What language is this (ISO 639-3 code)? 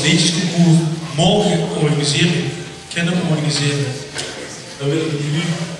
lim